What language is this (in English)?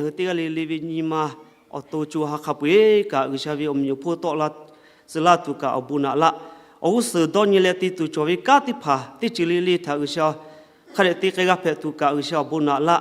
Lahu